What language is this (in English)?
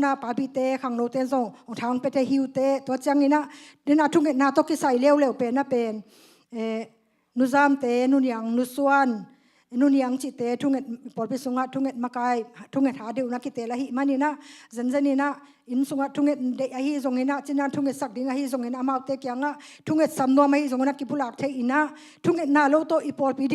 Tedim Chin